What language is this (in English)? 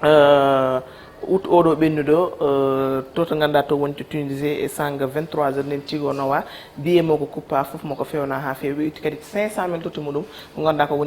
Fula